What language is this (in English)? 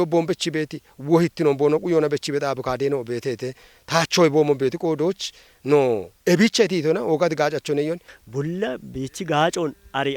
Kafa